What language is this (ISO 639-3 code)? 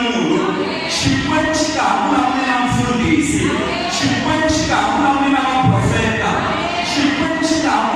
tso